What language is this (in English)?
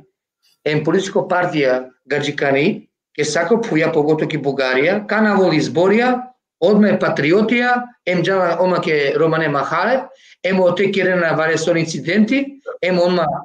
Balkan Romani